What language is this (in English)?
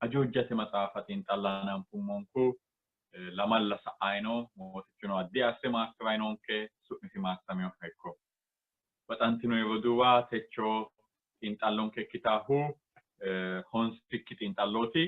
Sidamo